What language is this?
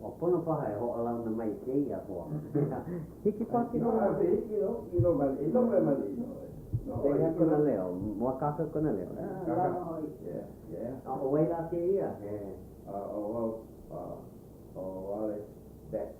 Hawaiian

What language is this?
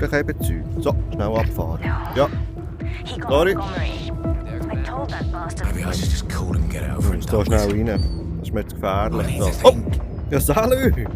Swiss German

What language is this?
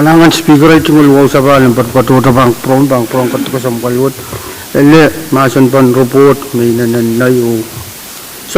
Pohnpeian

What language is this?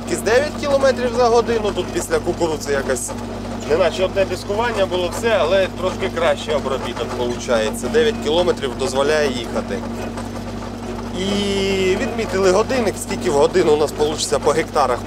Ukrainian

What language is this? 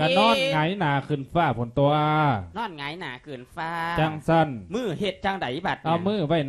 Lao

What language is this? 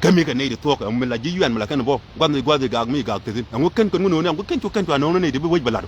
Nuer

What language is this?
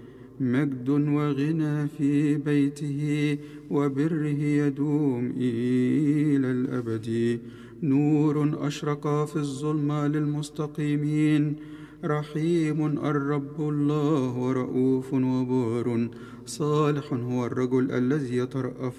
Egyptian Arabic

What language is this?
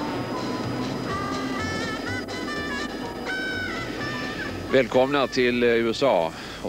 Swedish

